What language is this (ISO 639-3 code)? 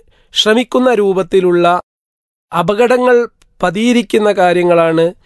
mal